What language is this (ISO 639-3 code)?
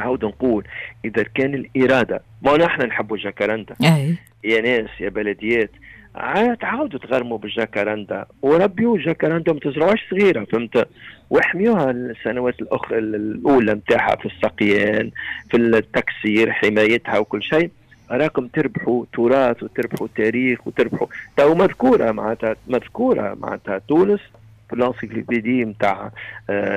aeb